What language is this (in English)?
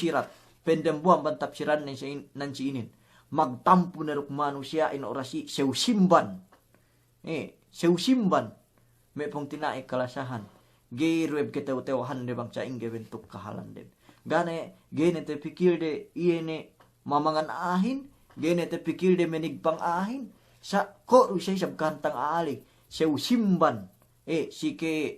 Yakan